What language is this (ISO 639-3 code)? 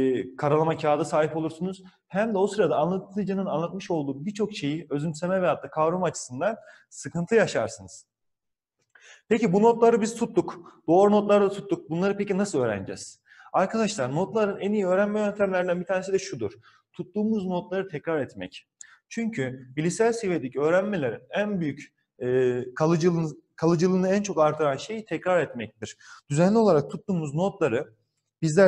tur